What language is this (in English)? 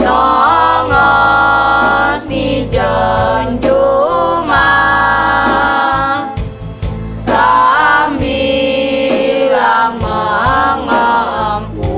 Balinese